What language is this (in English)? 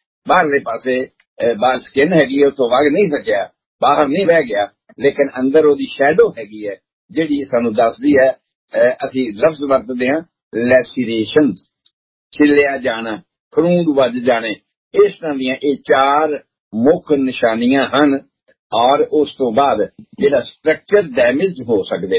Punjabi